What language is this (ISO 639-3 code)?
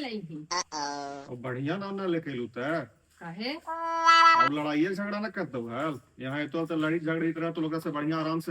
mag